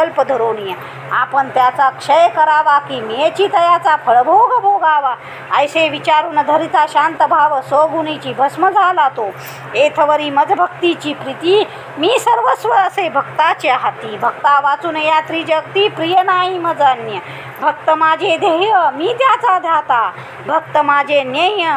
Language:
Marathi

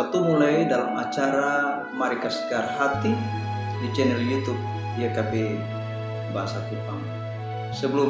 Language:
Kupang Malay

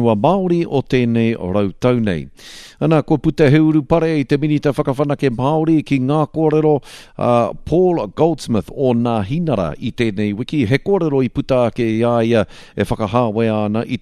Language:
Māori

